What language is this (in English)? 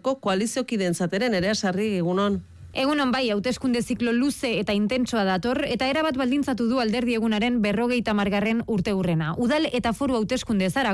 Basque